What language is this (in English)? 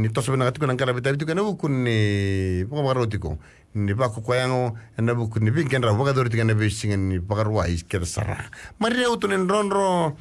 Fijian